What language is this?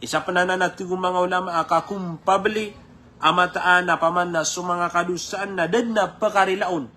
Maranao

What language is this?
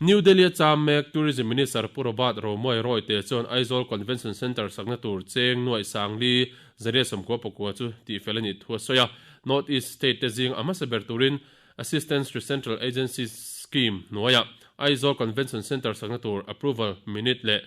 Mizo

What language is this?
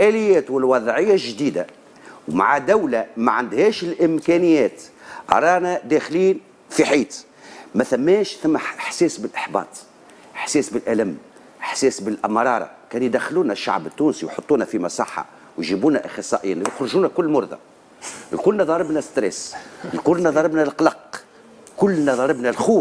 Tunisian Arabic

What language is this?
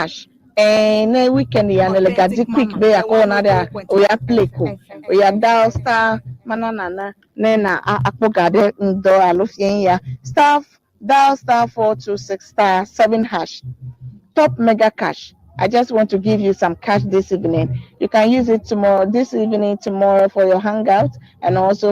Ewe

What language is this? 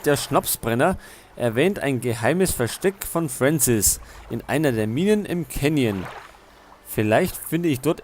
Bavarian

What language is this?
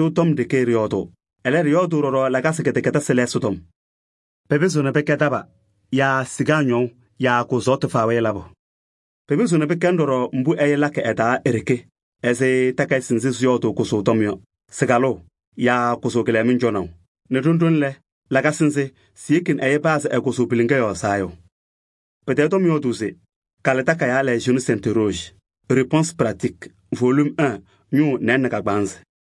Kabiyè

